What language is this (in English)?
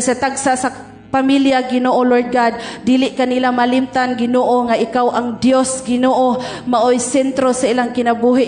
Cebuano